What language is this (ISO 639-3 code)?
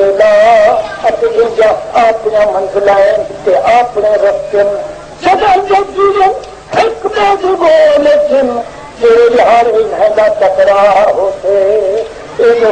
skr